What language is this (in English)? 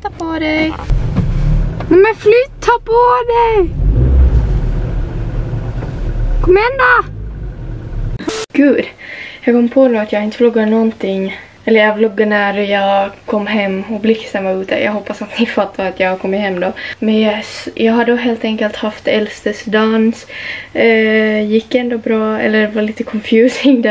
Swedish